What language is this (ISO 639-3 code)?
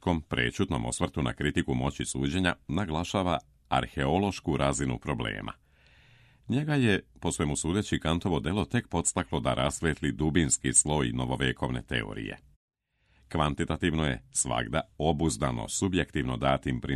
srp